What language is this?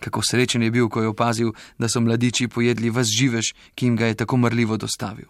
Slovenian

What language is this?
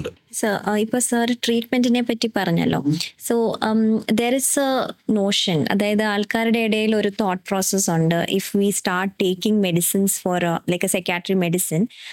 Malayalam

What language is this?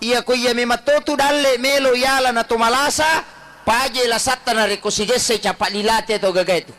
Buginese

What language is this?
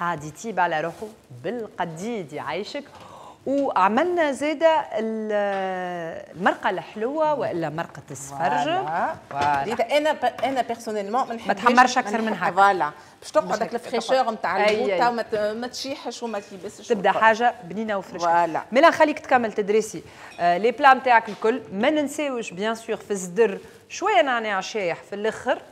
Tunisian Arabic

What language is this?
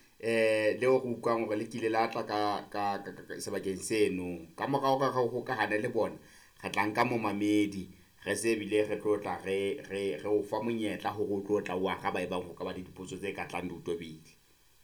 Southern Sotho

